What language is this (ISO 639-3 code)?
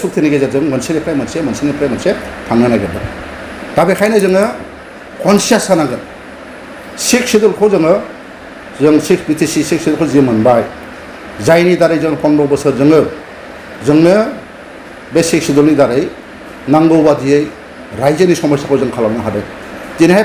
brx